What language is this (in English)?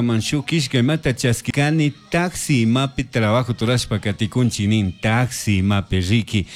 Chimborazo Highland Quichua